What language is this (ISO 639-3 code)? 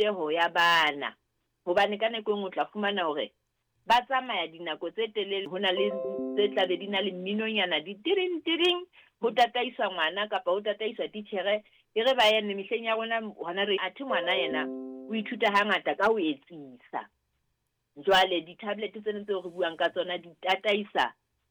sot